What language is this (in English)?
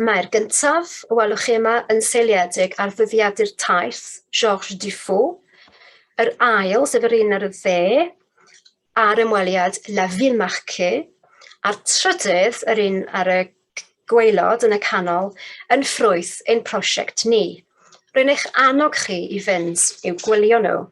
Welsh